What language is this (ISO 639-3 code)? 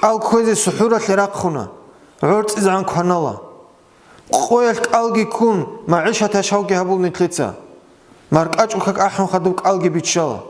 ava